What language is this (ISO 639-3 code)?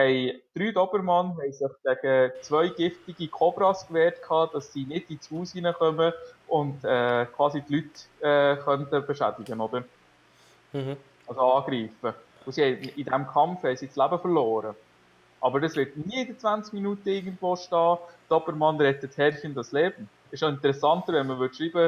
gsw